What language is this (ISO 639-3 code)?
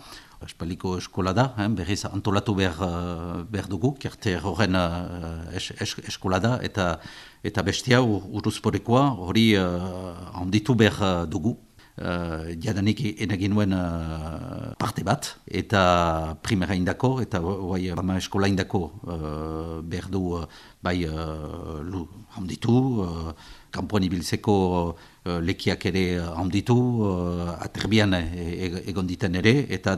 eus